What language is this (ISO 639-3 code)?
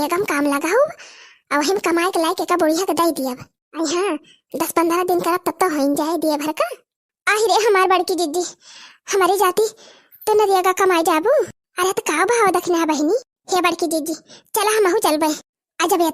awa